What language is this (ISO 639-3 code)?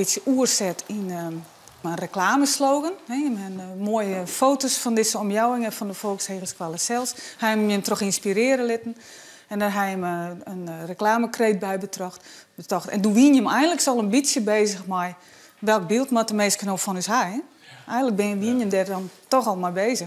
fry